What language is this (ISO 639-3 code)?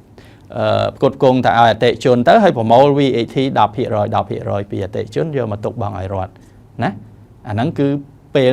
khm